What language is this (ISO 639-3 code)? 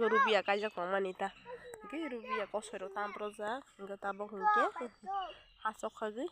trp